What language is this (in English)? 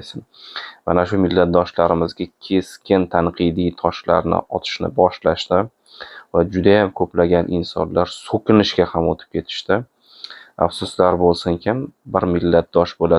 Uzbek